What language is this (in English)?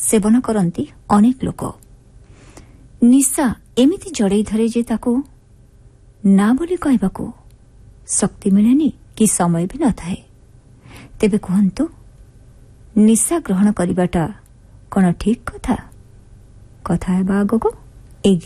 Odia